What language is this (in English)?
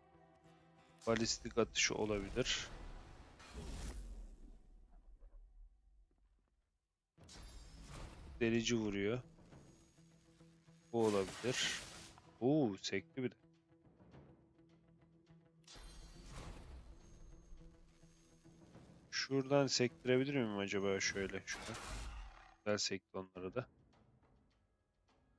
Turkish